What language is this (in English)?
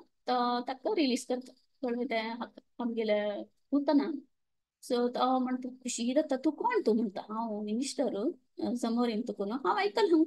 Konkani